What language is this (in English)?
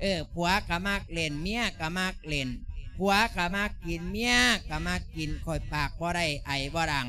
Lao